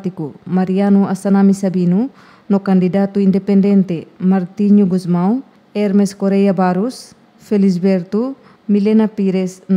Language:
Tetum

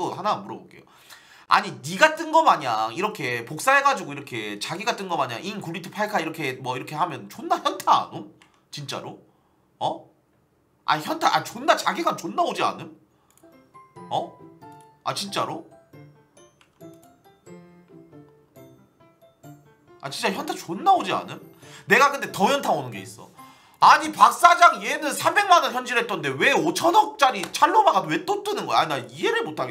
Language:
Korean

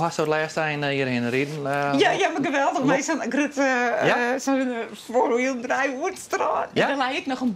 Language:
Western Frisian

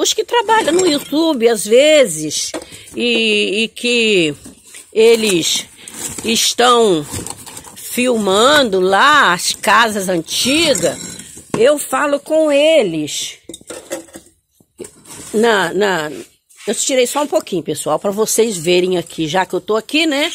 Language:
Portuguese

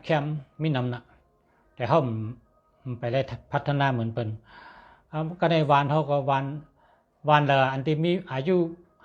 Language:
Shan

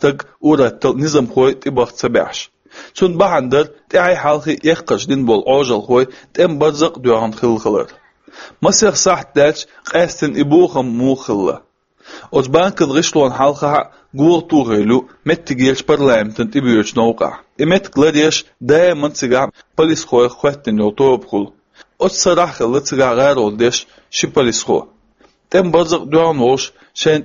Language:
Chechen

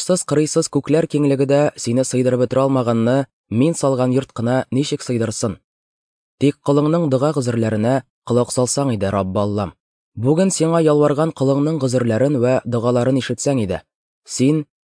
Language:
Tatar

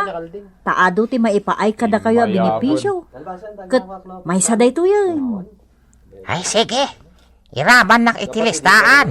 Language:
Iloko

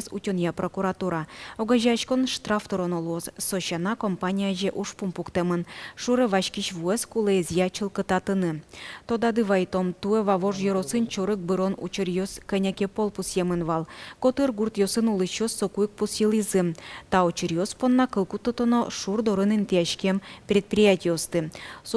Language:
Udmurt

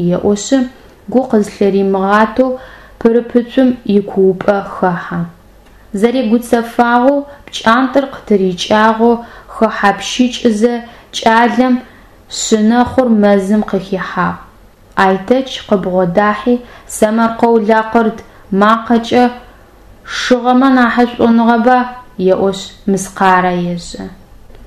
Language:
Adyghe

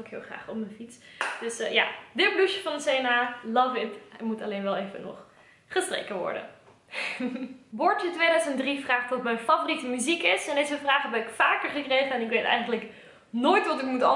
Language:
Dutch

